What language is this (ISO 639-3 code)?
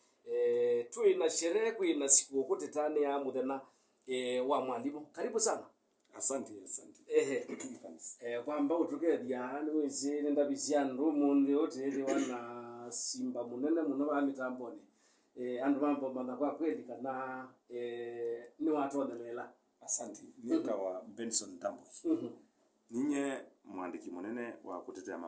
kam